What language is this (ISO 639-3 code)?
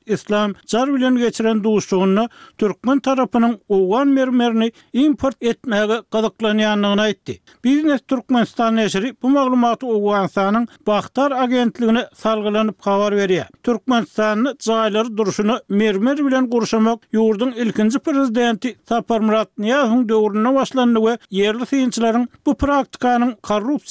tuk